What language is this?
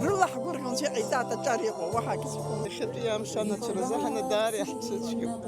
Abkhazian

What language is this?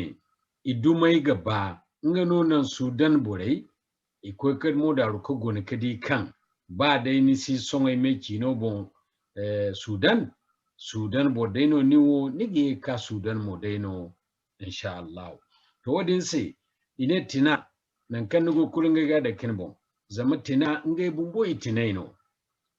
Zarma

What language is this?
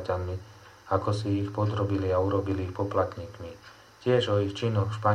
Slovak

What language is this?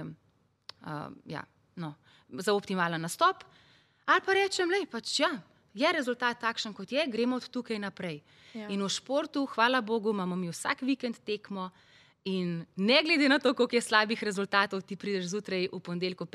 Slovenian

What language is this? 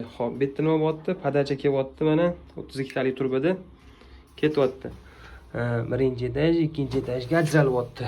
Uzbek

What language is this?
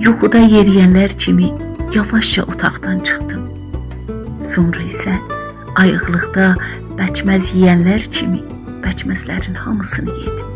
South Azerbaijani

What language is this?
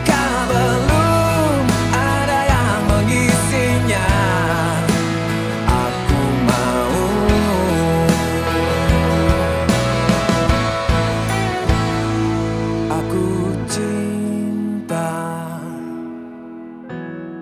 Indonesian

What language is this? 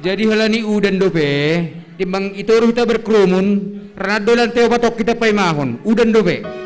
Batak Simalungun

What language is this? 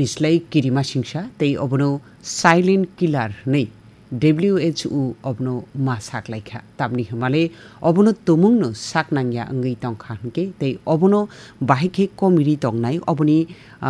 Kok Borok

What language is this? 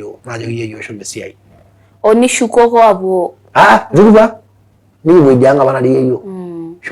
Masai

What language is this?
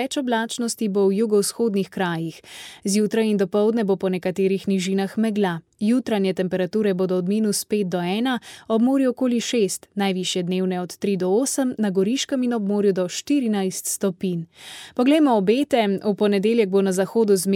Slovenian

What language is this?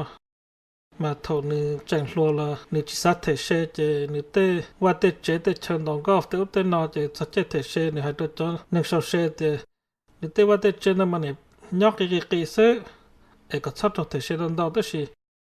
Hmong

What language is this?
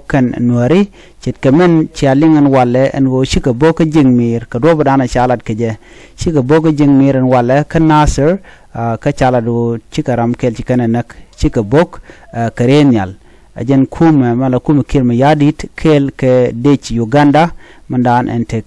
Nuer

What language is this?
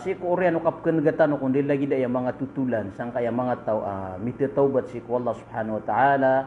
Maranao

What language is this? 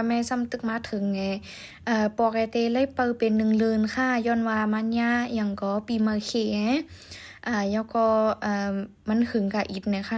Shan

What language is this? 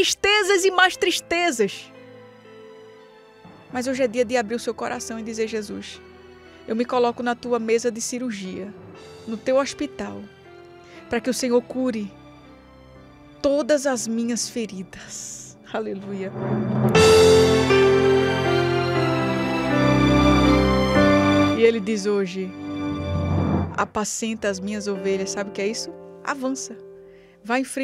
Portuguese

